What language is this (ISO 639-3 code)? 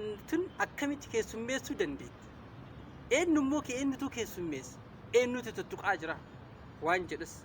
orm